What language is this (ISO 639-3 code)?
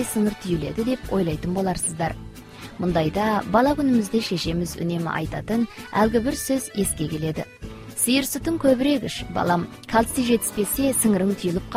kaz